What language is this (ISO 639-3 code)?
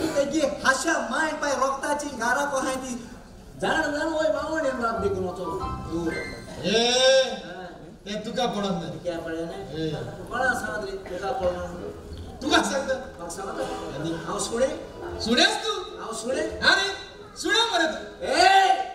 kok